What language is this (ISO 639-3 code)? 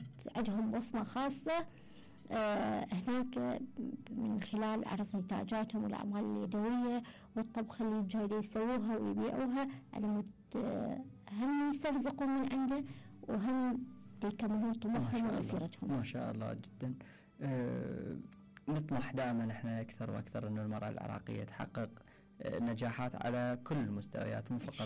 acm